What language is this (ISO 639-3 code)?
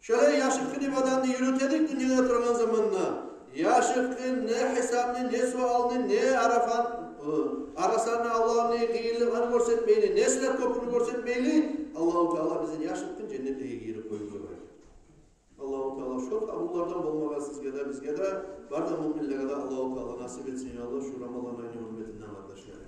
kum